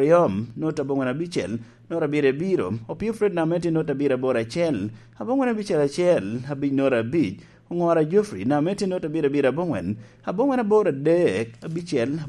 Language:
Lango (Uganda)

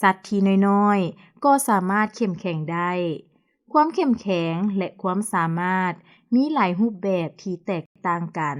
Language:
Lao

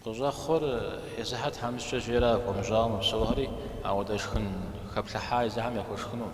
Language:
Kabardian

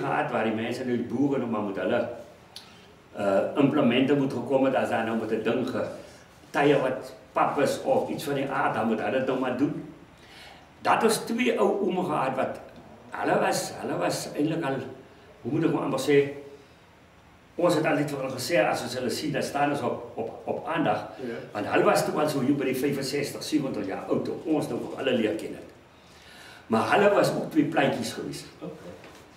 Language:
Afrikaans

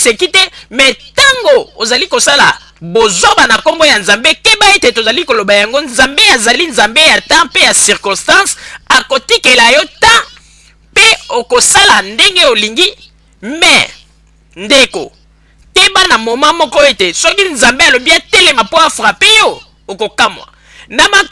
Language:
Lingala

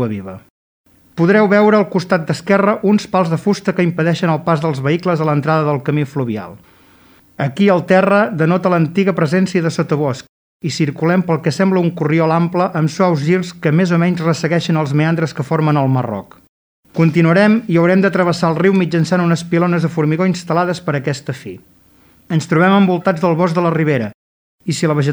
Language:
Catalan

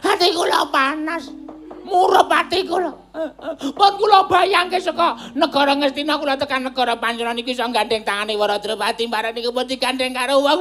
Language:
Javanese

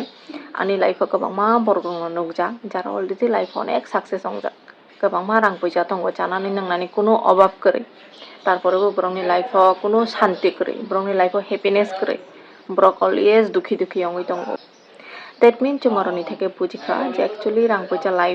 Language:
Kok Borok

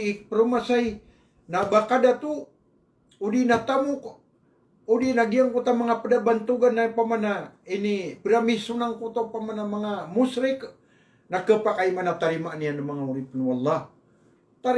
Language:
Maranao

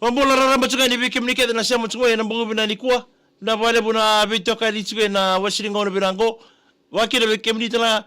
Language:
Fijian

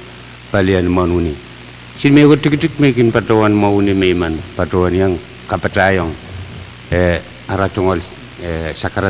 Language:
Pohnpeian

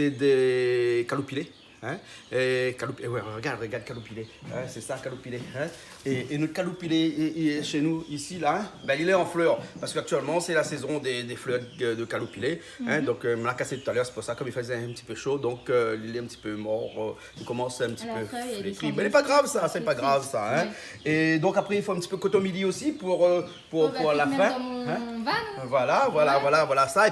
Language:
Réunion Creole French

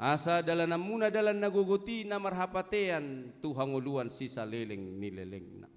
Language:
Batak Toba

